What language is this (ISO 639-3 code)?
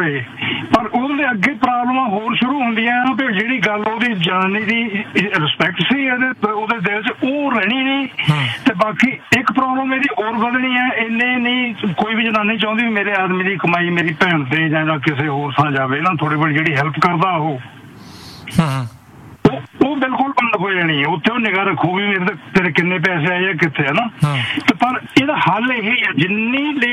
pan